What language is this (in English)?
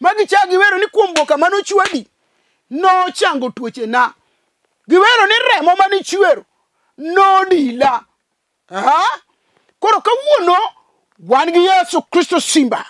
Luo (Kenya and Tanzania)